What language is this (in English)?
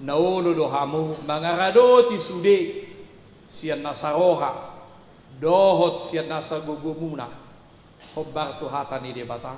Batak Toba